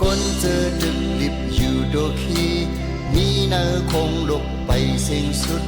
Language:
Shan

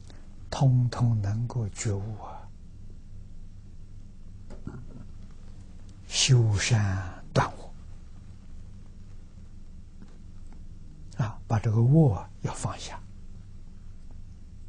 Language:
Chinese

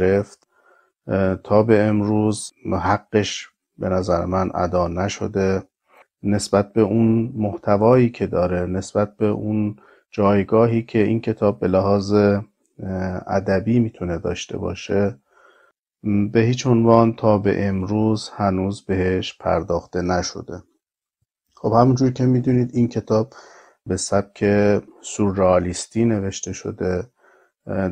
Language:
Persian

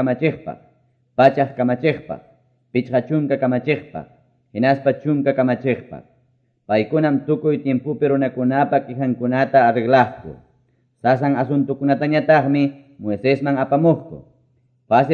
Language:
Quechua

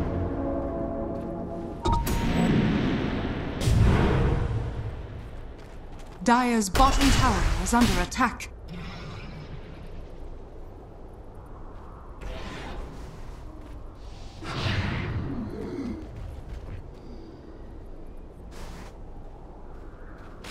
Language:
English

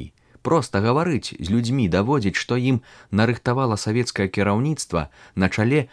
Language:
Belarusian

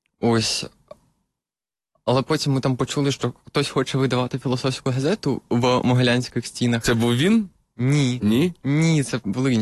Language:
Ukrainian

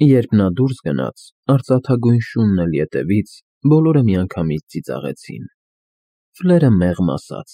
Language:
Armenian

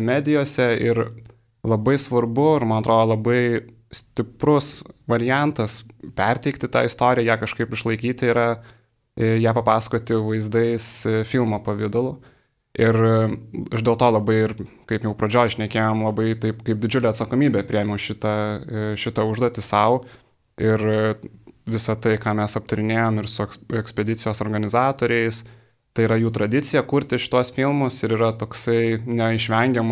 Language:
Lithuanian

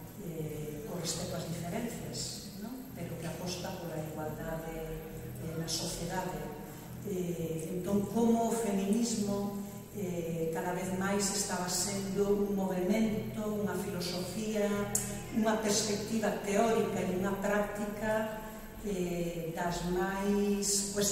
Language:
Galician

